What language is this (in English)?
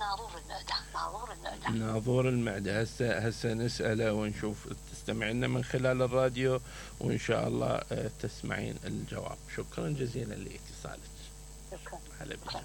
Mesopotamian Arabic